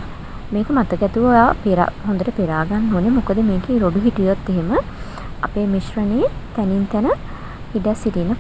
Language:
Sinhala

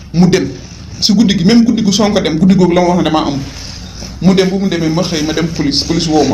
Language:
Wolof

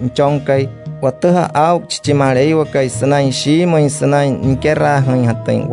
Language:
Wayuu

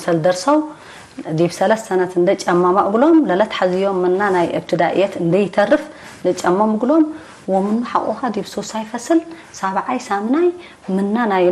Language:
Tigre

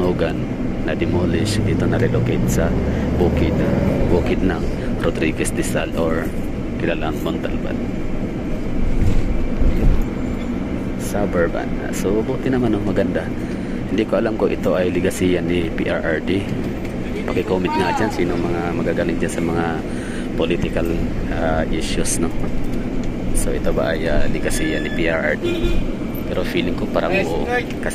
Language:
Filipino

